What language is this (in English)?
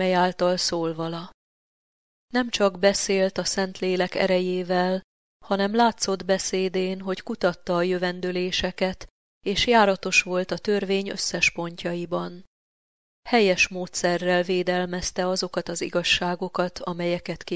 Hungarian